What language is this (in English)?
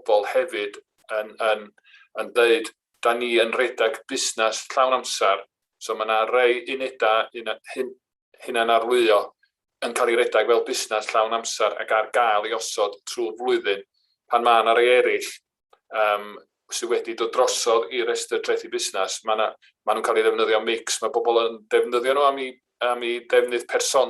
Welsh